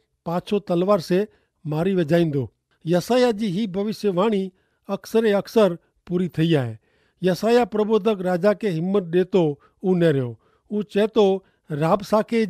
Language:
Kachhi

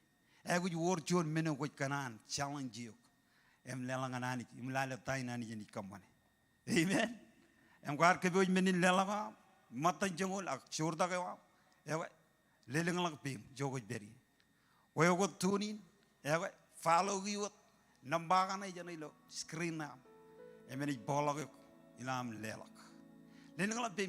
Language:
Marshallese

